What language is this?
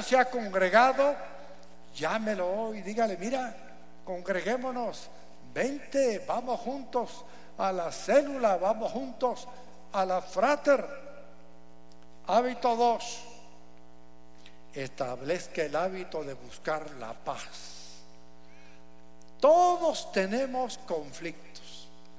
Spanish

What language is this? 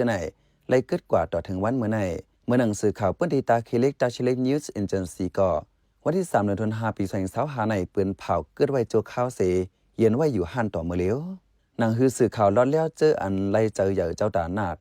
Shan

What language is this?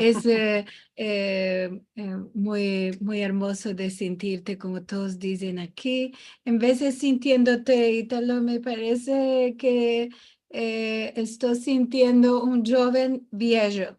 Ladino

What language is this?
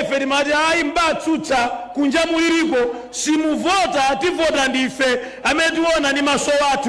Nyanja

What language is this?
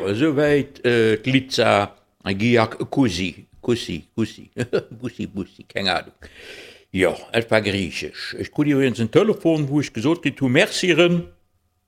Luxembourgish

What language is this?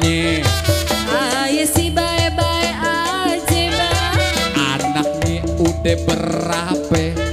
Betawi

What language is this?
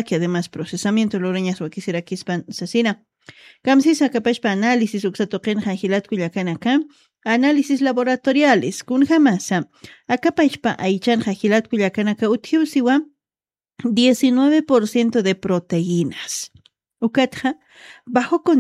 Aymara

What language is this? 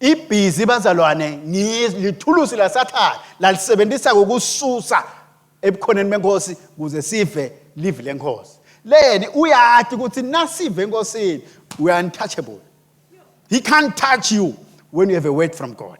Swati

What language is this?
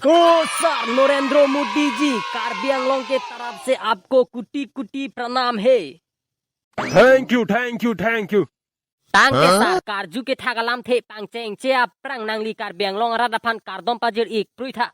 Karbi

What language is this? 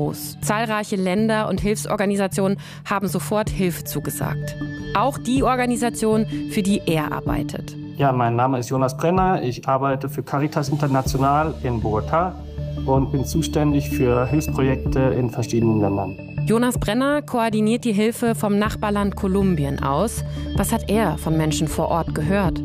German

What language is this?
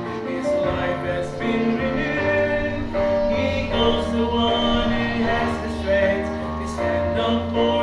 Hiligaynon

